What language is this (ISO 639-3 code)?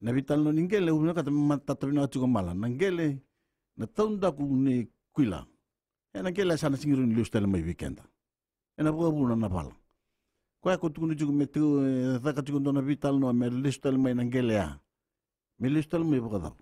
fij